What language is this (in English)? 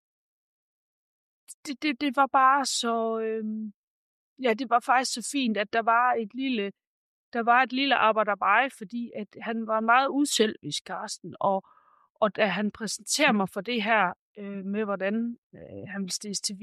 Danish